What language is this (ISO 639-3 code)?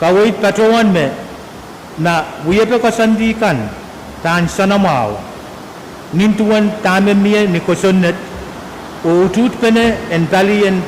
pon